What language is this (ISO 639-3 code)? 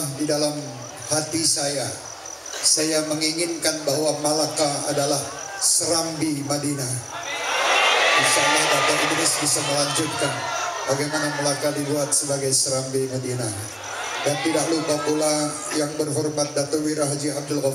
msa